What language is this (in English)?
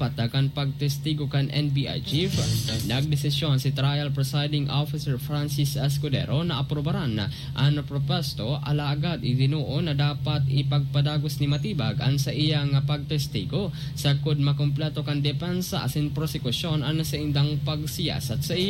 Bikol